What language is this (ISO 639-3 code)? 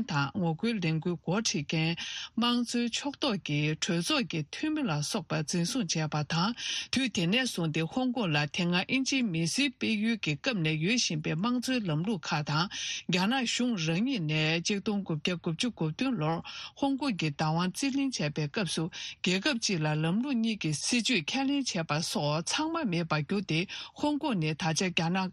bod